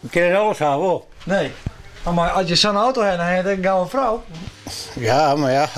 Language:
Western Frisian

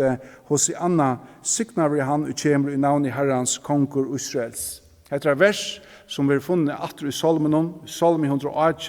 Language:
Faroese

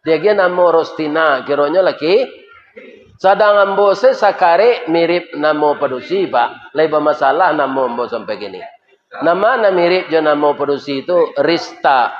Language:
Minangkabau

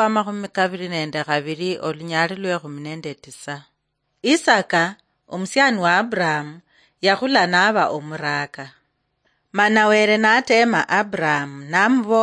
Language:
Luyia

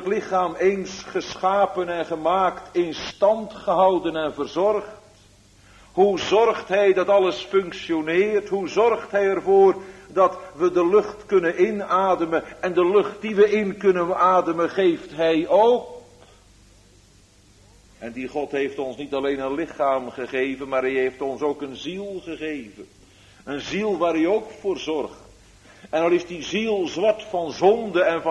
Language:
Dutch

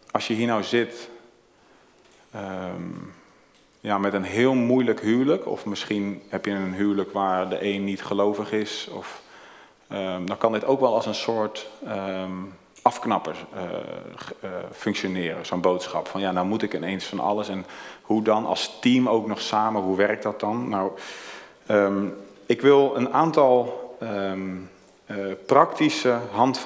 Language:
Dutch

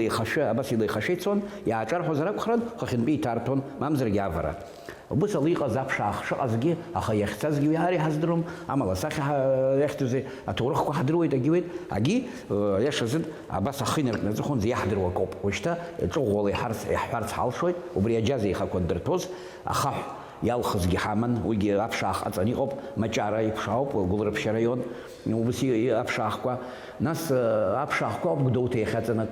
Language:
Abkhazian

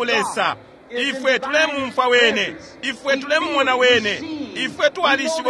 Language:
Bemba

